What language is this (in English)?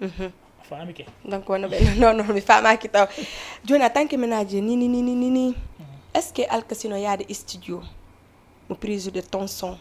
Fula